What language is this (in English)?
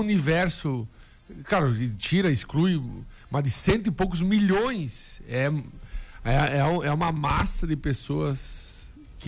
Portuguese